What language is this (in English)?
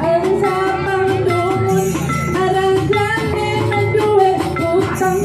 Balinese